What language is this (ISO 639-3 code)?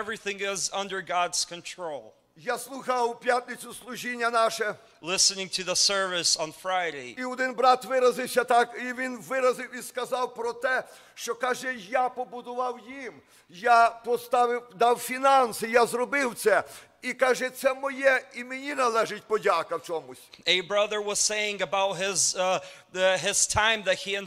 ukr